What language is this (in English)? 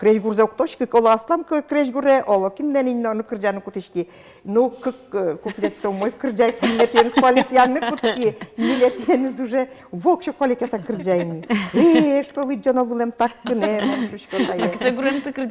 Udmurt